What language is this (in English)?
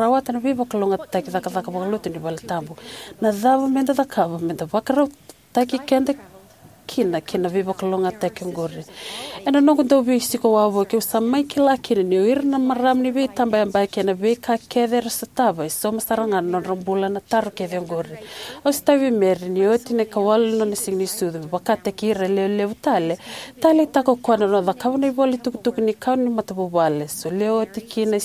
Fijian